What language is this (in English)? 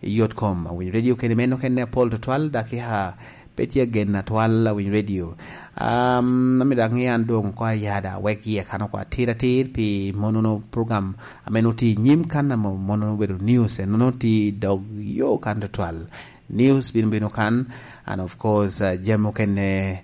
Lango (Uganda)